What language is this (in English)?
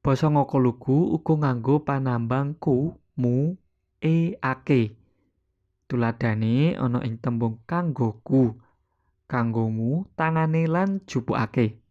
Javanese